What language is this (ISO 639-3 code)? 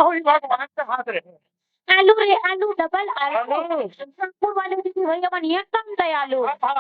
hne